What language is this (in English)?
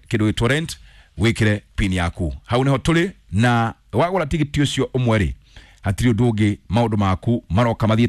Kikuyu